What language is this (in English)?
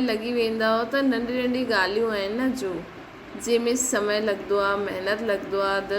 Sindhi